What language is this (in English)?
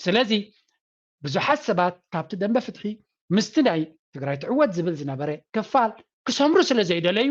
Tigrinya